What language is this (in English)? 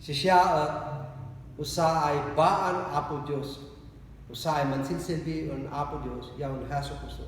Kankanaey